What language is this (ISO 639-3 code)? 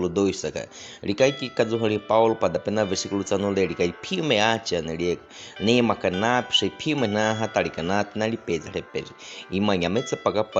bwi